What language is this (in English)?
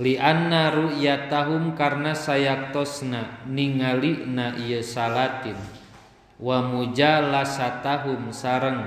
Sundanese